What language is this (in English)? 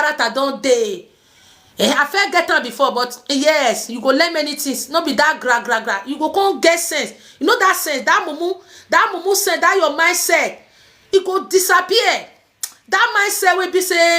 Nigerian Pidgin